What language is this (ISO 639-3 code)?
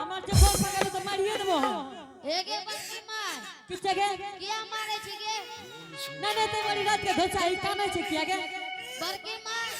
anp